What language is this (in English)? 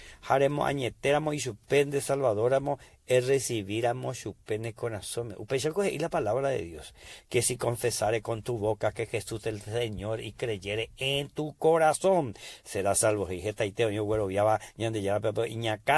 Guarani